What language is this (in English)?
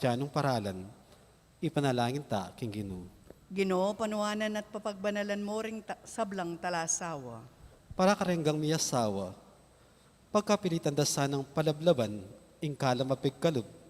Pampanga